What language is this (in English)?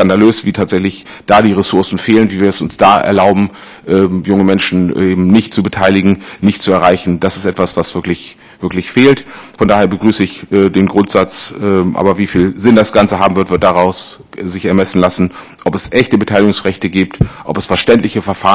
German